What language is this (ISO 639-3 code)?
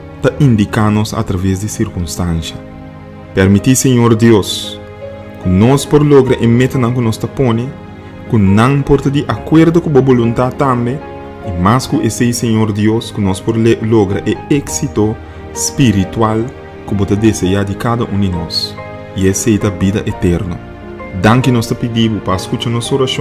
pap